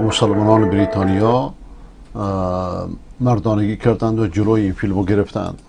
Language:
Persian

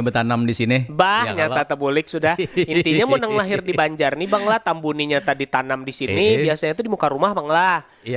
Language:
Banjar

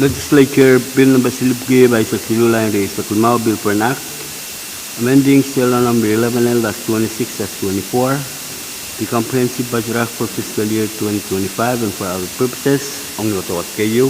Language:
Pohnpeian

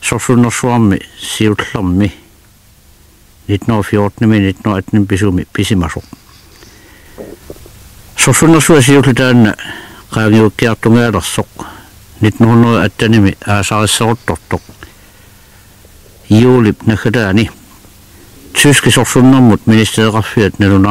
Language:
Kalaallisut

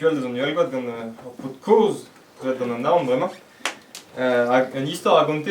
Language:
Breton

